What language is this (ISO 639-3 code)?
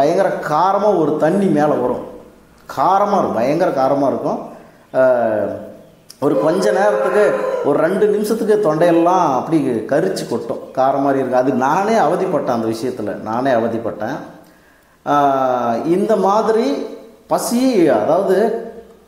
tam